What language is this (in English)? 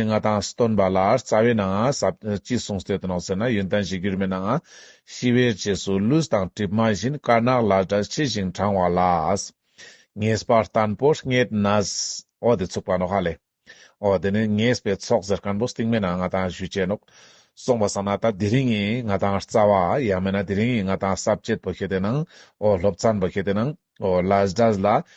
Ladakhi